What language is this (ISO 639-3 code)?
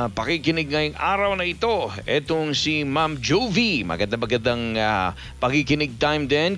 fil